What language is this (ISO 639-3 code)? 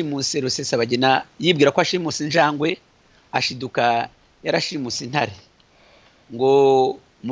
kin